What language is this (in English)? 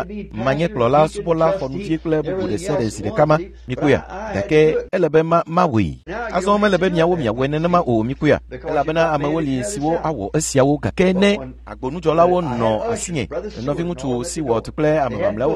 Ewe